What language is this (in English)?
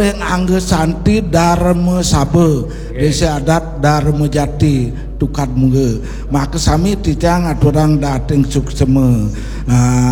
Balinese